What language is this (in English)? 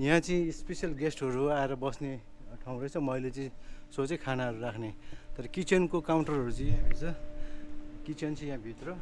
Nepali